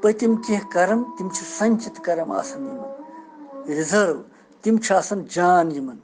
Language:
Kashmiri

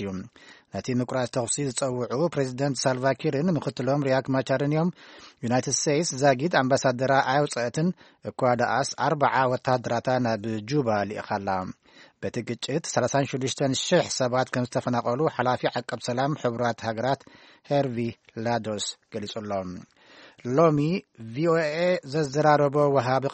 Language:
Tigrinya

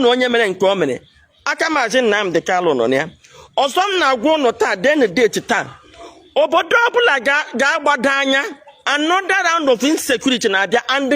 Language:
Igbo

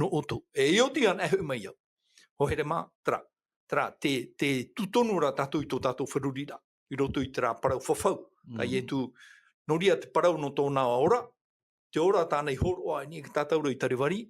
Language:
Tahitian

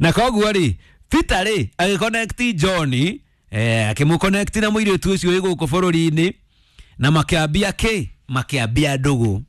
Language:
Kikuyu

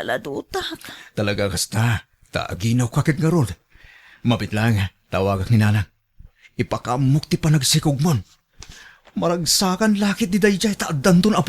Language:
Iloko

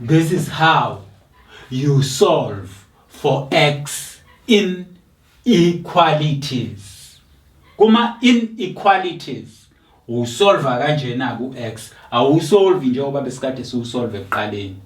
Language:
Zulu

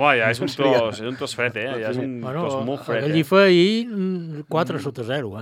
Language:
Catalan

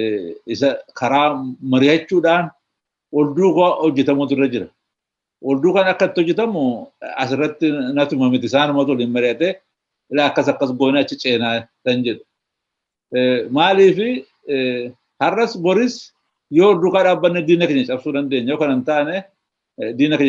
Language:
Oromo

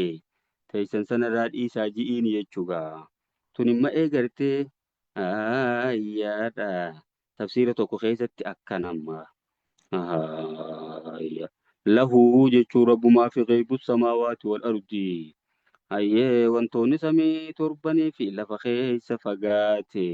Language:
Oromo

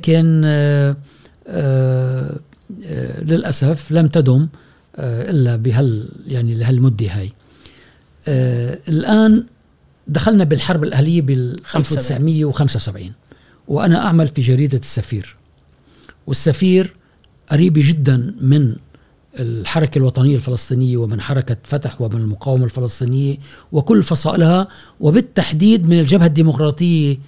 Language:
Gulf Arabic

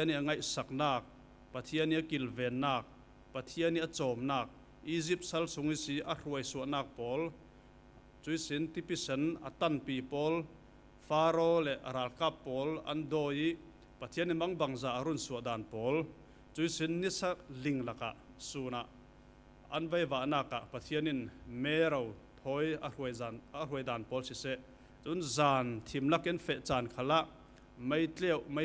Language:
Falam Chin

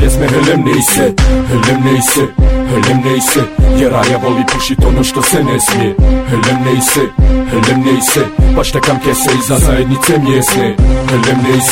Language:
Bosnian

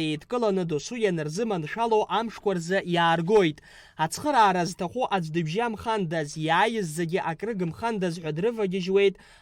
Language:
Abkhazian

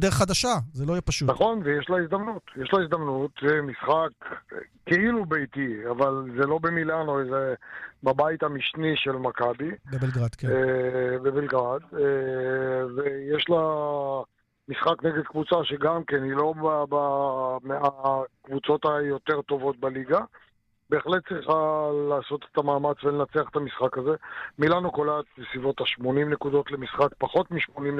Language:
Hebrew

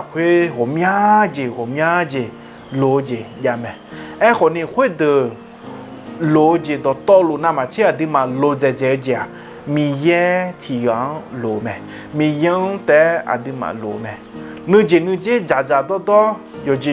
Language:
Akha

